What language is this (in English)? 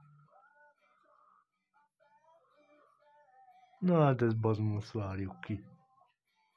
Hungarian